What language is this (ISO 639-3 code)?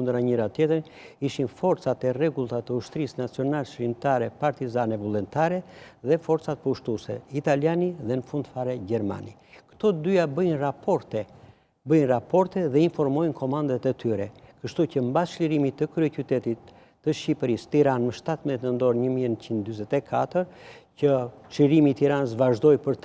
sqi